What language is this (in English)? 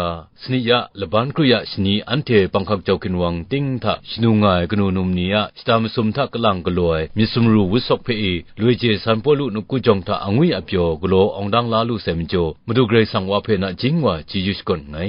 Kachin